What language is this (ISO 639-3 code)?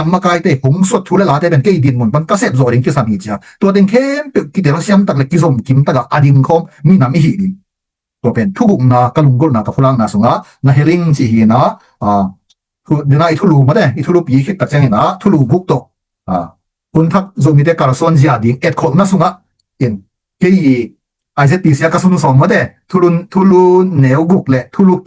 ctd